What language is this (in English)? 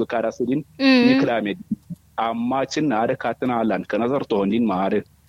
Kanuri